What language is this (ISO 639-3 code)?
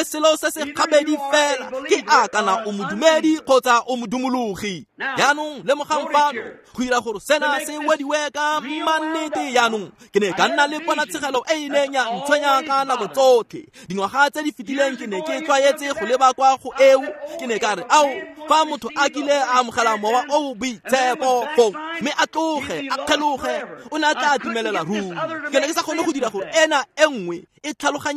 tsn